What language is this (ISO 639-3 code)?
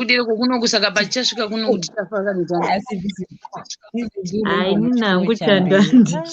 sna